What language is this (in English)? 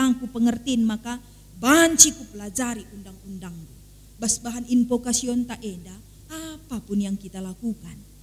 Batak Karo